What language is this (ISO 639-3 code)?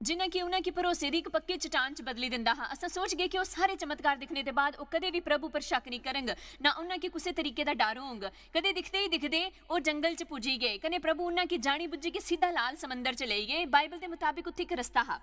doi